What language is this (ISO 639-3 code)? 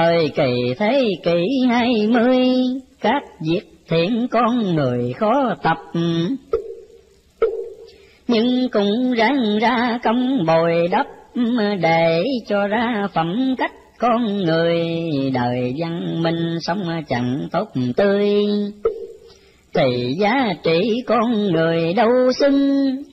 vie